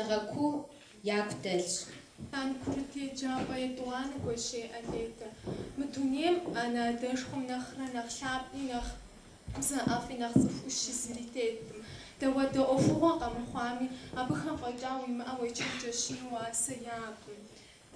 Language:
Kabardian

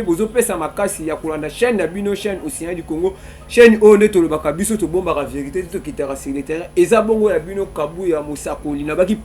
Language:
Lingala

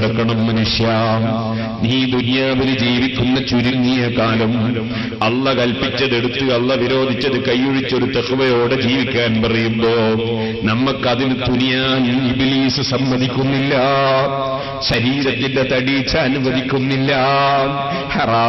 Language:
Malayalam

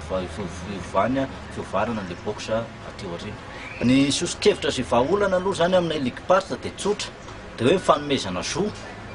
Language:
Malagasy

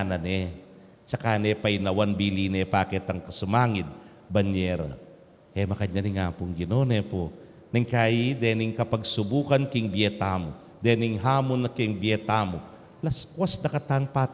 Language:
Pampanga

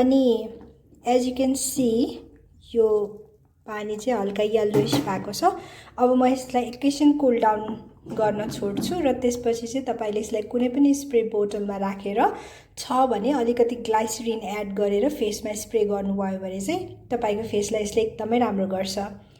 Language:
Nepali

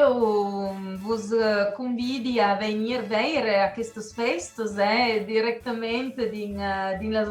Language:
Occitan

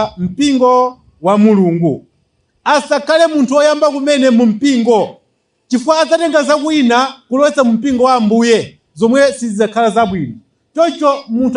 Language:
Nyanja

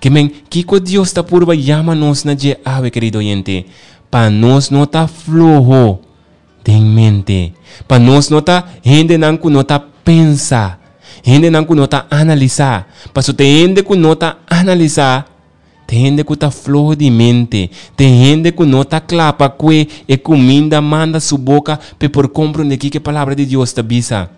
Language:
Papiamento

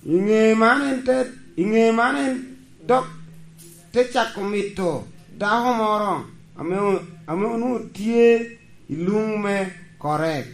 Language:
Lango (Uganda)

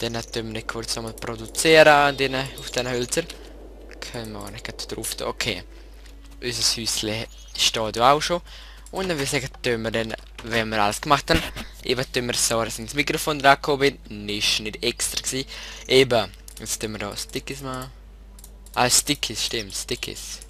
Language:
Swiss German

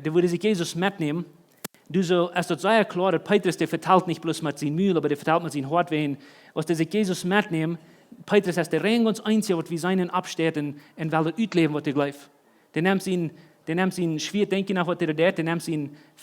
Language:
Plautdietsch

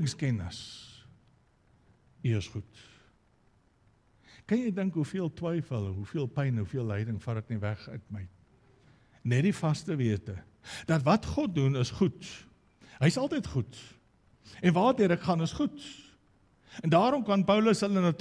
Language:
Afrikaans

